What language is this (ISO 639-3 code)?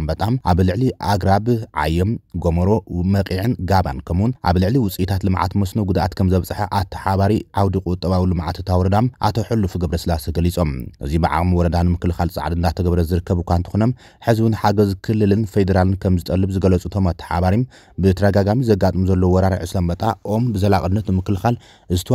tir